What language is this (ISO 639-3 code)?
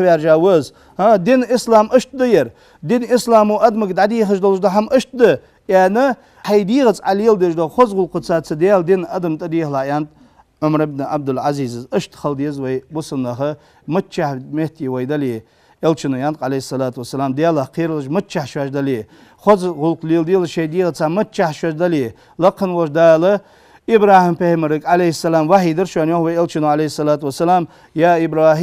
inh